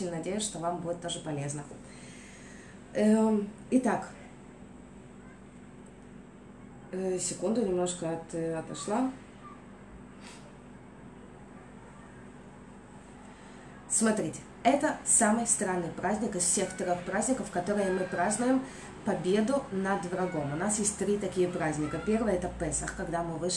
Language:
Russian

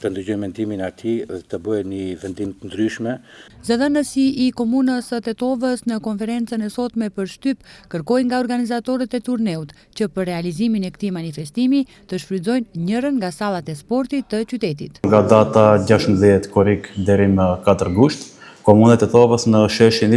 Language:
Albanian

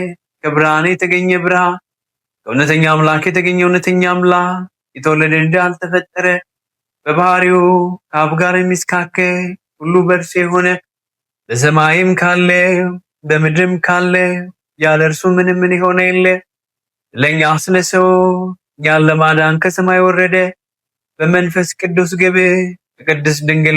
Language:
Amharic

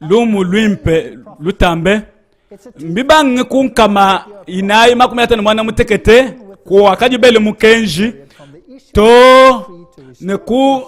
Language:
Luba-Lulua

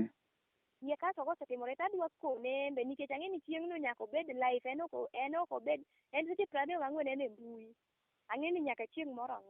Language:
Luo (Kenya and Tanzania)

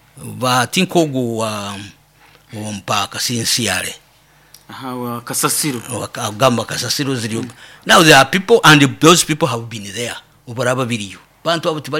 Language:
Nyoro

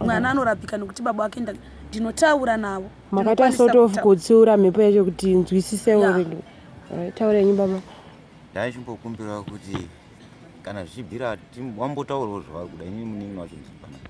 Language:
Shona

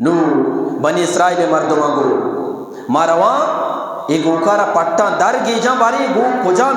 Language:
Eastern Balochi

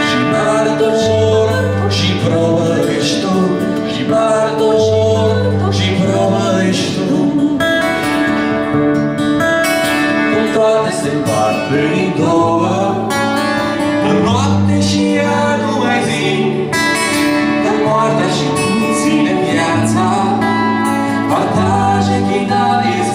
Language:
Romanian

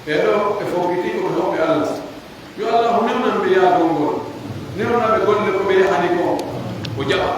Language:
Pular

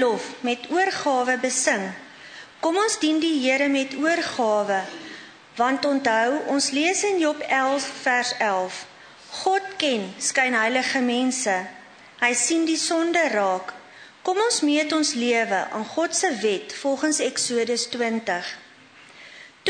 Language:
Afrikaans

